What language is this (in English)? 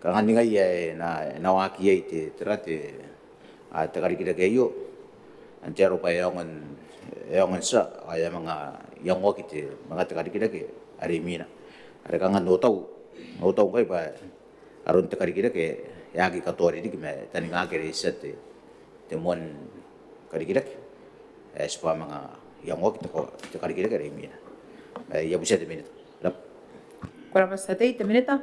Gilbertese